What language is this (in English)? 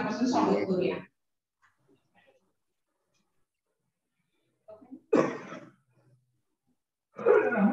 Marathi